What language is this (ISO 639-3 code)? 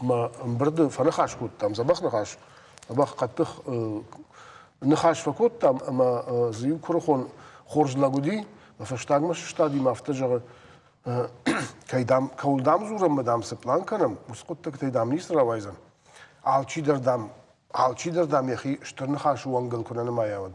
oss